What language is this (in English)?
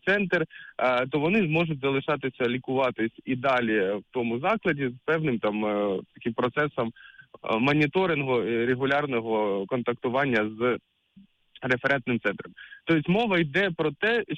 Ukrainian